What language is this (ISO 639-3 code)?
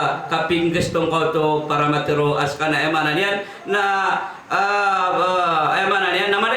mrw